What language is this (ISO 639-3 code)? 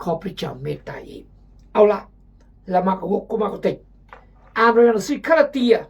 kjg